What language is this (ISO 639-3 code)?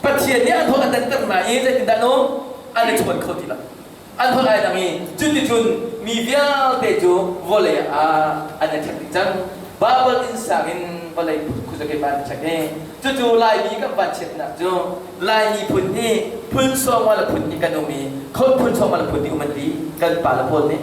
cnh